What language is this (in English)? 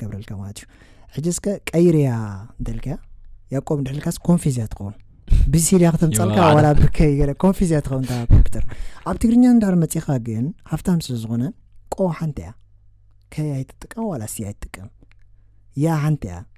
Tigrinya